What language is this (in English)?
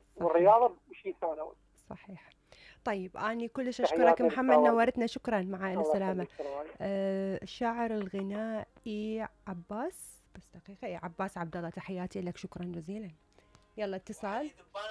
Mesopotamian Arabic